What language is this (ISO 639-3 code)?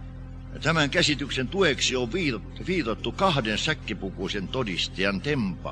fin